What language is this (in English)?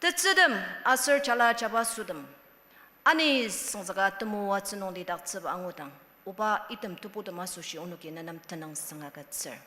Ao Naga